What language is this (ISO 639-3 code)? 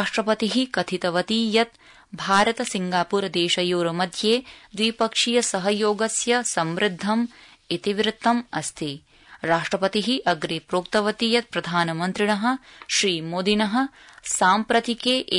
san